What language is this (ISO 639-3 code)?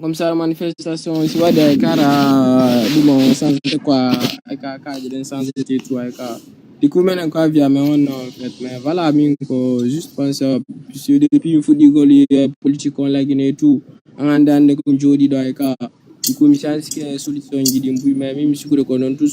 ful